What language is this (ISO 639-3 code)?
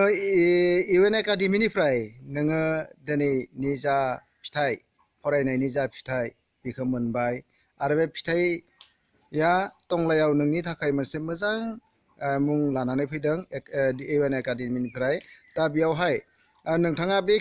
brx